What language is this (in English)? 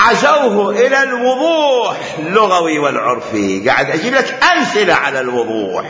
Mesopotamian Arabic